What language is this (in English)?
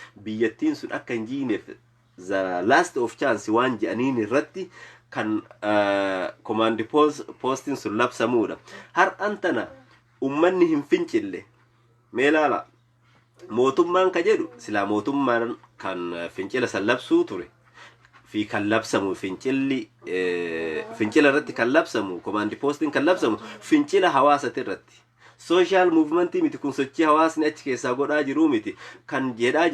Oromo